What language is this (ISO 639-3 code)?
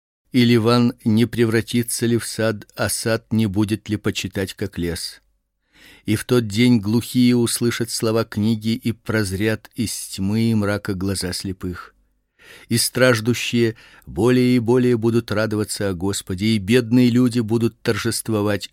rus